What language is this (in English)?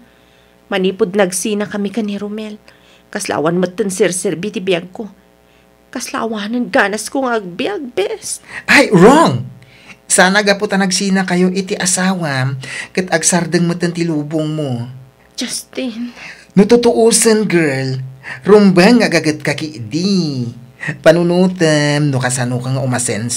Iloko